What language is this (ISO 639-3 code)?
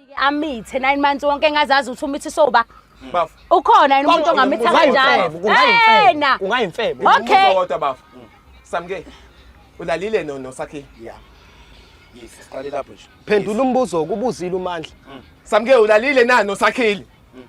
zul